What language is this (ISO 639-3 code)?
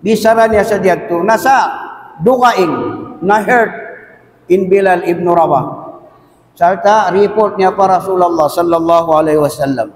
tsg